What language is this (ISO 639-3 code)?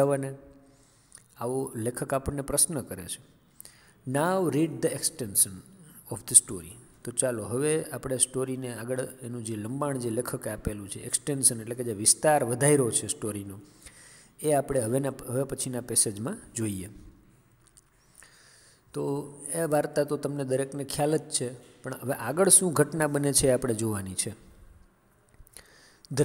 guj